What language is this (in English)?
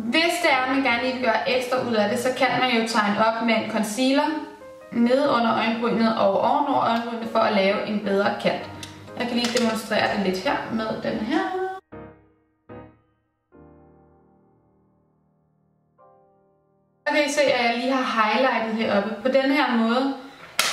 Danish